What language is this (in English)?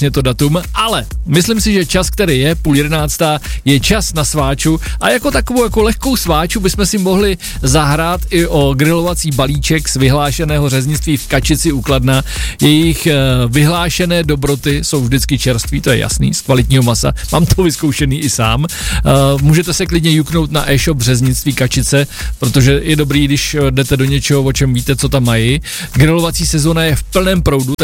Czech